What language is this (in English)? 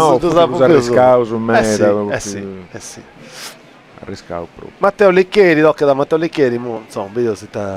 Sardinian